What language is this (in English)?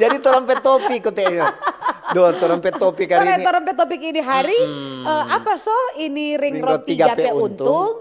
Manado Malay